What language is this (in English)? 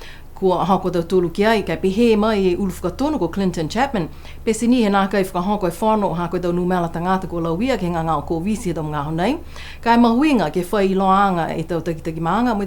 Niuean